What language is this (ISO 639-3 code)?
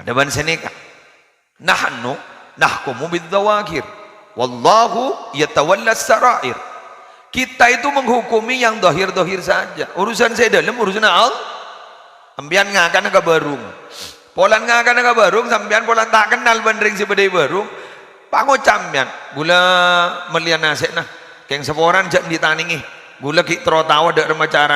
mad